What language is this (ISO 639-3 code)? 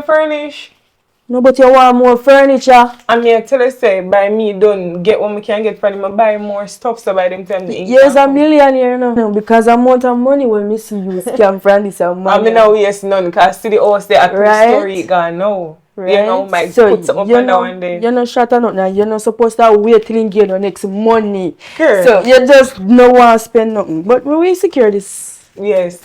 jam